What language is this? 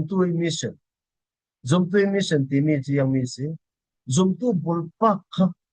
Falam Chin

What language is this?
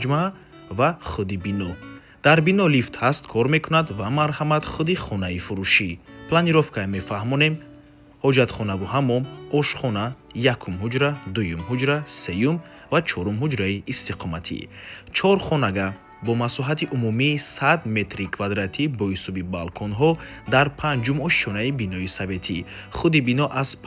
Tajik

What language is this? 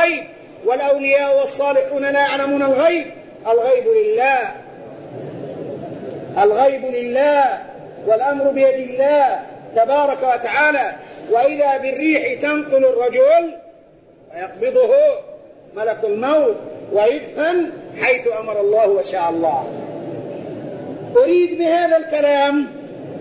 Arabic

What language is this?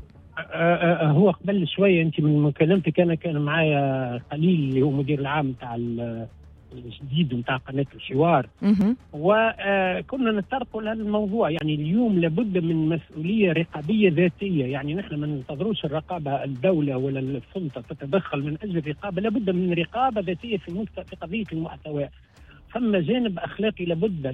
Tunisian Arabic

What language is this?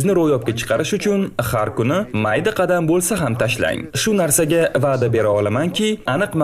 Uzbek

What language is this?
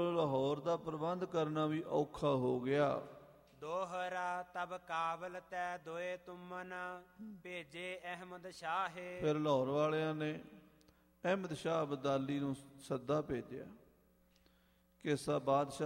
Punjabi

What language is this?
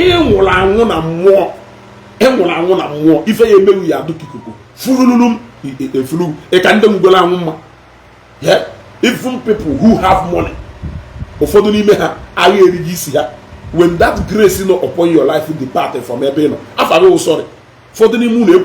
Igbo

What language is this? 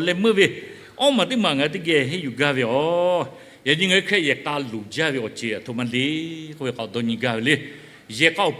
Lahu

